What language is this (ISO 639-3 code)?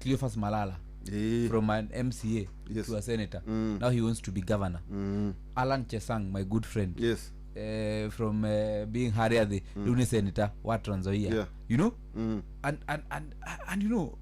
kik